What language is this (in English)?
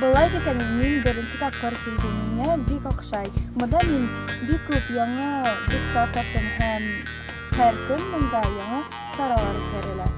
Bashkir